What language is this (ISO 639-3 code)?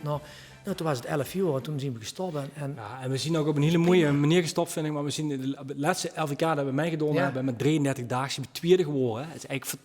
lim